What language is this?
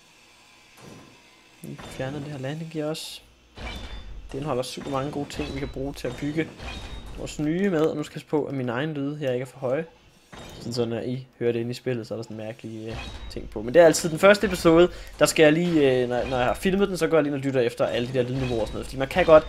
Danish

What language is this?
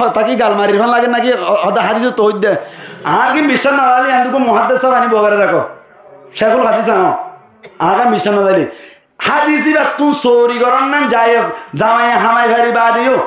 Rohingya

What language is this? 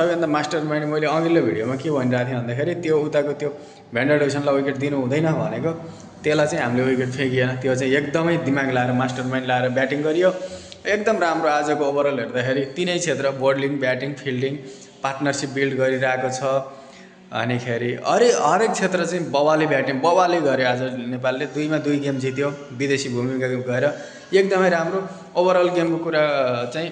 Nepali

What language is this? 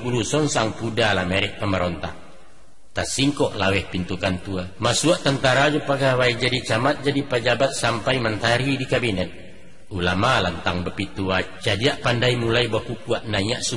Minangkabau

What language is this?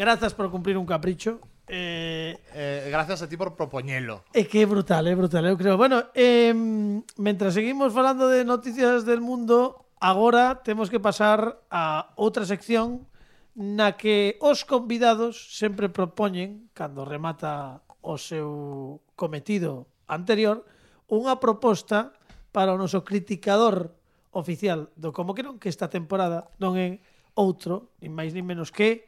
Galician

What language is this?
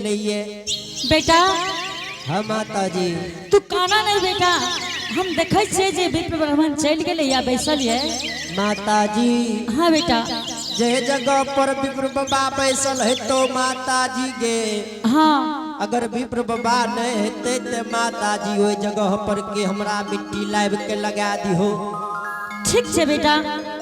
Angika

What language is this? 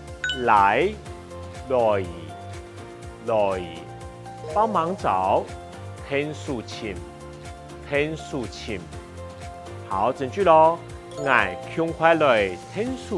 Hakka Chinese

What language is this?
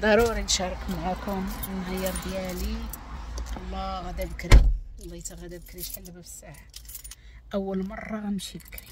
Moroccan Arabic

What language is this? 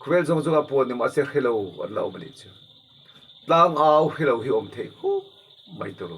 Mizo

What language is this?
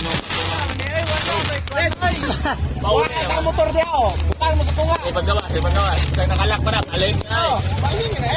Cebuano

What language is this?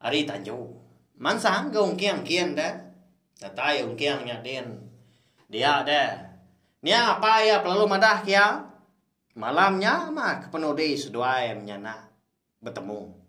Iban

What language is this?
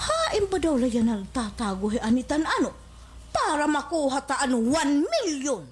Waray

